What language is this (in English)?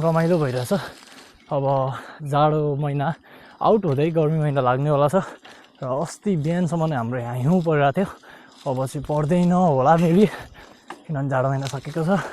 Nepali